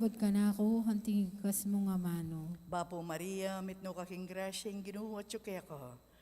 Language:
Pampanga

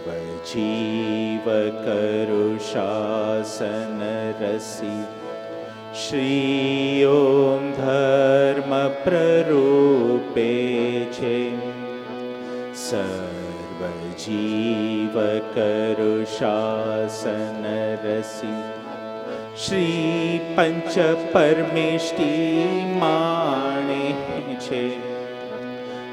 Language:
Gujarati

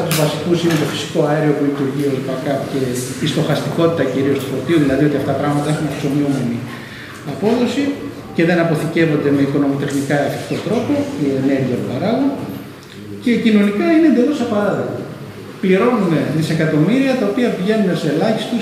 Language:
Greek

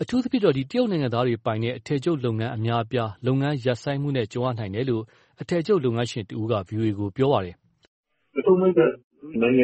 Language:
Burmese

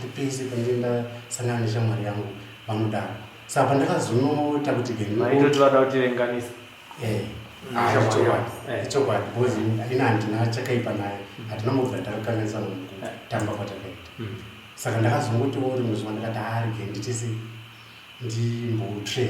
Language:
Shona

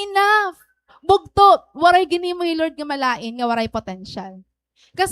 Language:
Waray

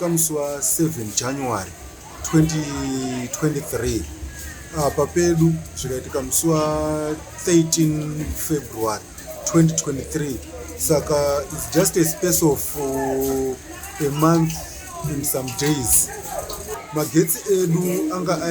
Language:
Shona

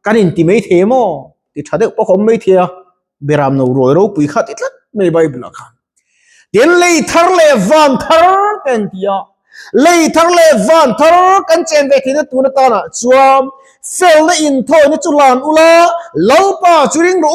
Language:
Mizo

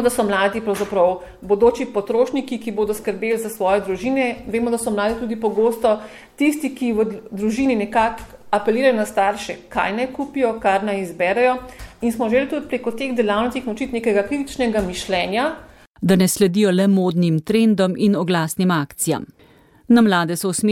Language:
Slovenian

